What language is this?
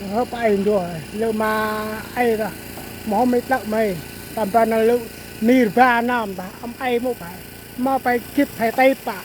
Central Mnong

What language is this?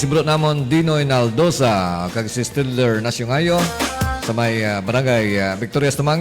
Hiligaynon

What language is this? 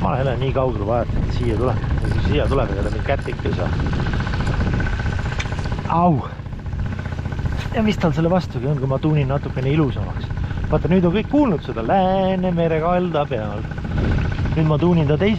Estonian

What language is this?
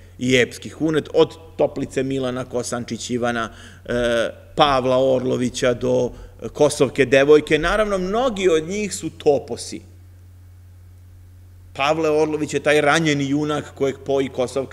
Serbian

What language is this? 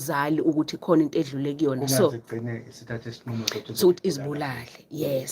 Zulu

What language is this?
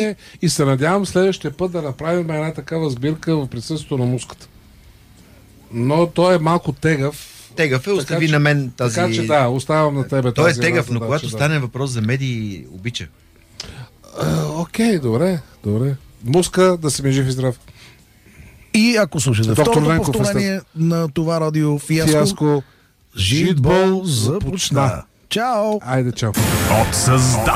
Bulgarian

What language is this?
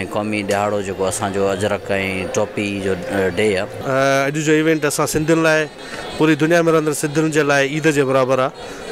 Sindhi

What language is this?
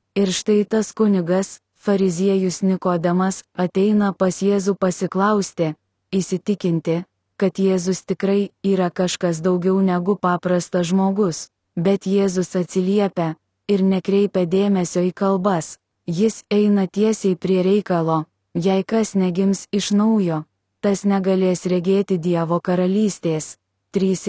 Lithuanian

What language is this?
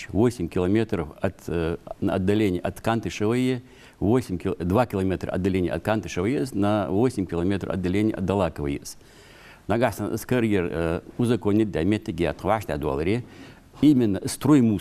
Ingush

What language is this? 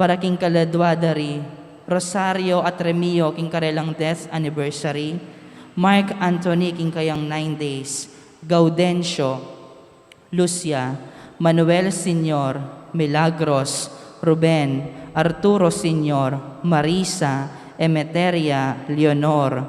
Pampanga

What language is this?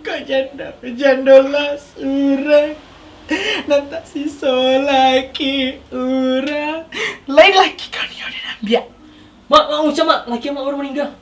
Minangkabau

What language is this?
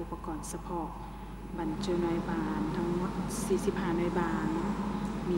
Lao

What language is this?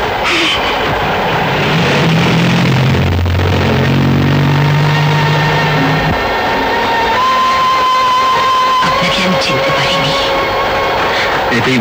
Bangla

